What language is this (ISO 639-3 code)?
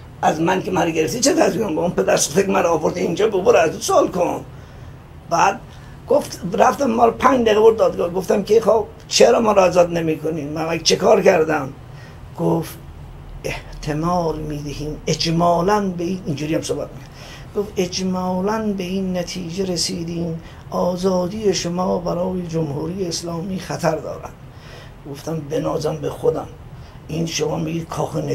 fas